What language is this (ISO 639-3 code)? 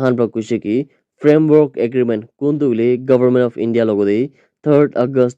nag